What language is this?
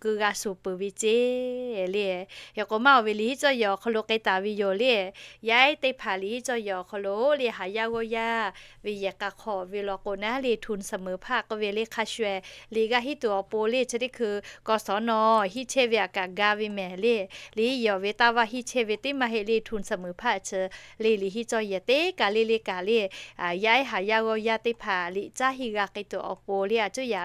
Lahu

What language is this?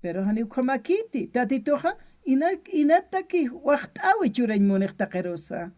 Aymara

